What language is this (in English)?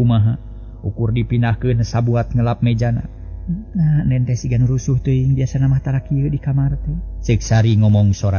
Sundanese